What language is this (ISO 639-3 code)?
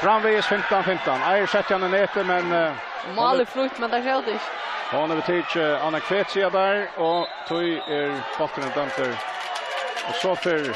fao